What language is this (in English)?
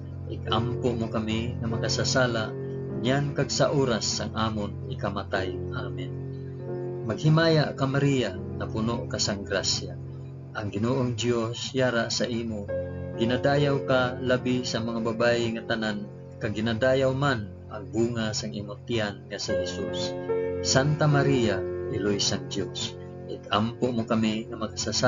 Hiligaynon